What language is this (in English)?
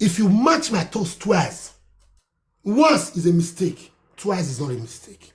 Nigerian Pidgin